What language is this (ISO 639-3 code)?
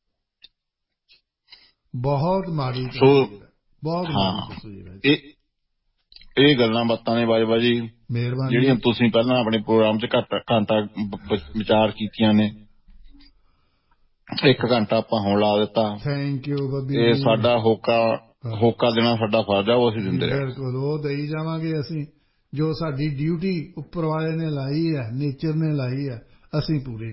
pan